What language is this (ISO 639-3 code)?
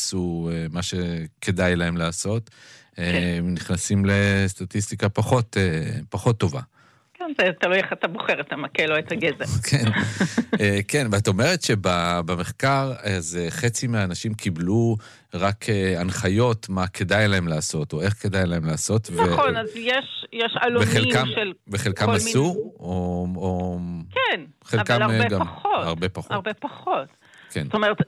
heb